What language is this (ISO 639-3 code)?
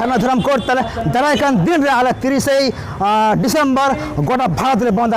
sat